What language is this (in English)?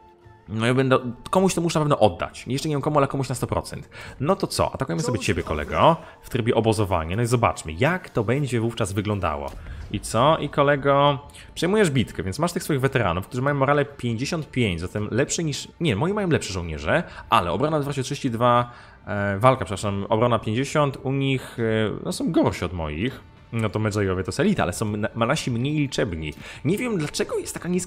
Polish